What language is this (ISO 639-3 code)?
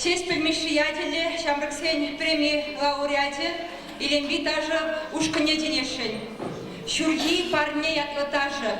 chv